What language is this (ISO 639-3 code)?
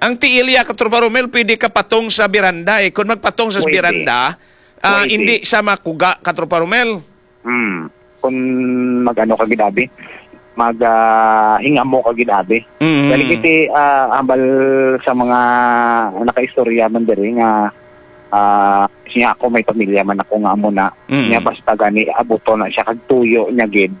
hil